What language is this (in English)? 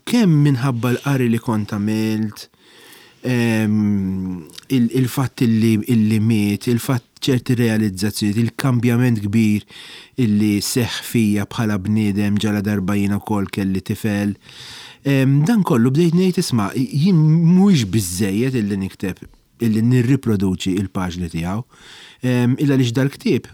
Maltese